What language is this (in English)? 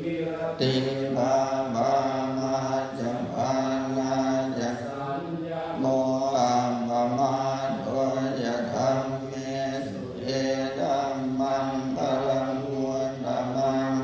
Pali